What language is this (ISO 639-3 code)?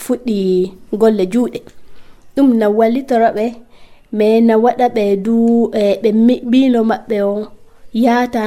ful